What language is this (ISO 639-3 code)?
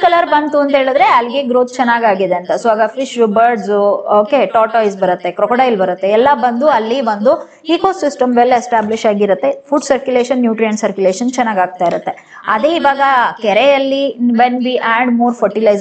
kan